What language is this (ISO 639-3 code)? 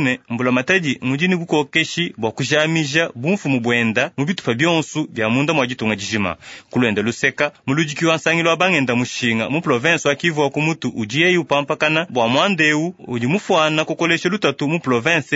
lua